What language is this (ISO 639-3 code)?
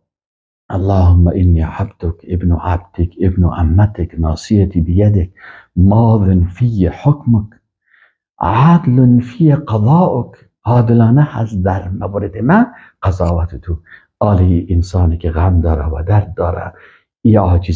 fas